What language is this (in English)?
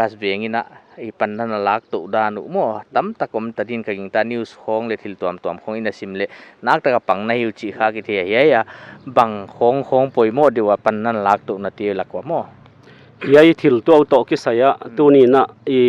Paite Chin